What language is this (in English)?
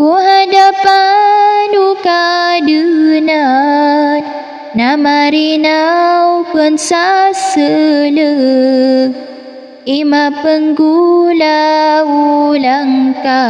Maranao